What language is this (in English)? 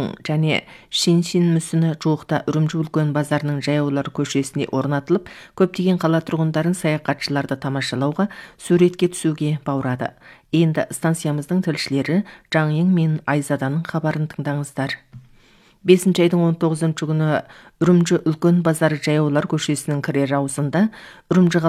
Kazakh